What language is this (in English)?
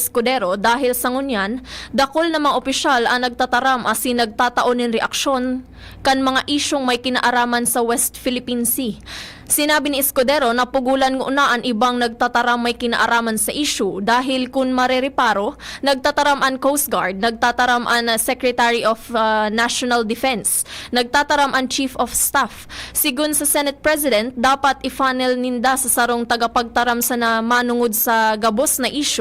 Bikol